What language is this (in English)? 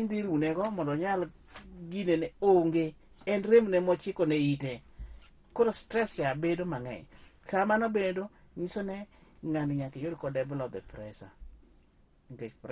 Luo (Kenya and Tanzania)